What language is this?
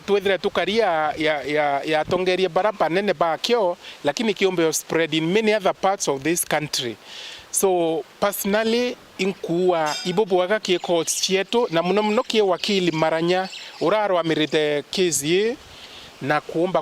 Meru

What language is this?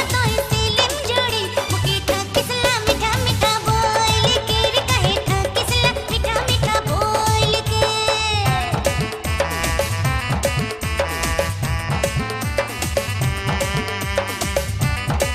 Sadri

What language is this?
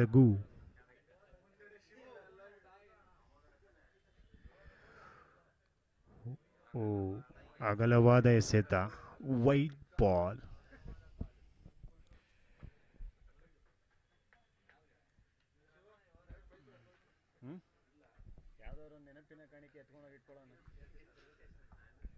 Kannada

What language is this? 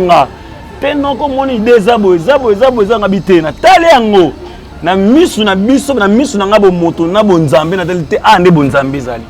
Lingala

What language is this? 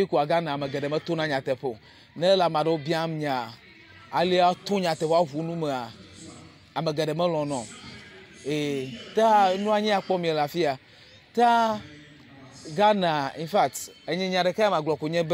Ewe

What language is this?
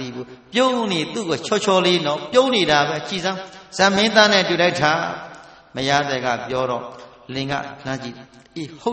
Burmese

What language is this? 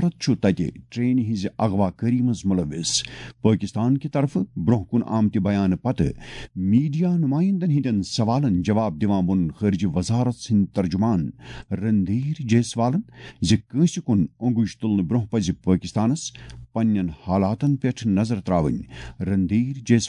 Kashmiri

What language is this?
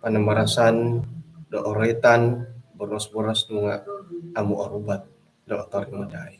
Central Dusun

